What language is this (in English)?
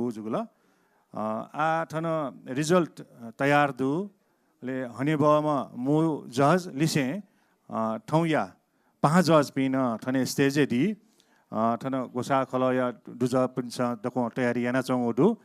Newari